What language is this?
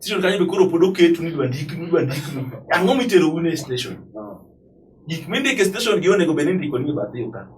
Luo (Kenya and Tanzania)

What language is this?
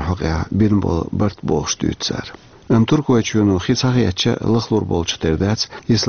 Chechen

